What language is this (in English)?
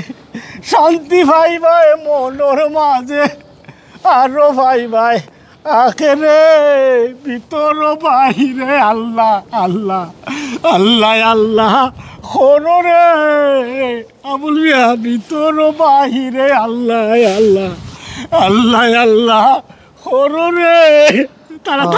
Sylheti